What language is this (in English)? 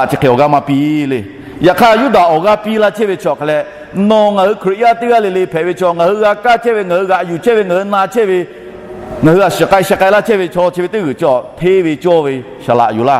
Lahu